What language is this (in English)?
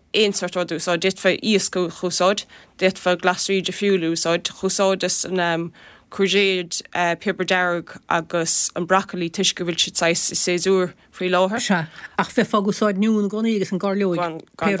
Irish